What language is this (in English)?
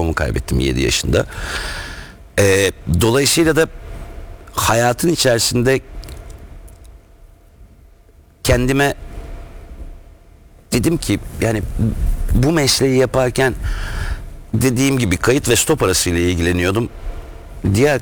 Turkish